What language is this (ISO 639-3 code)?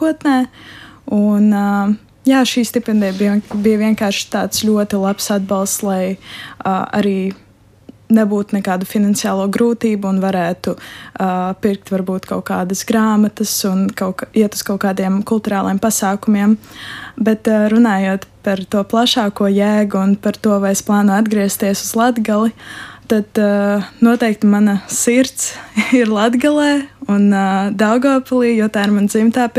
lav